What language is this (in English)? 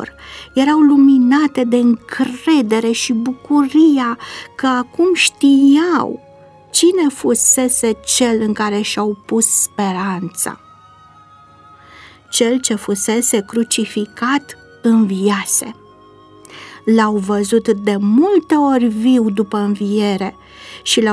Romanian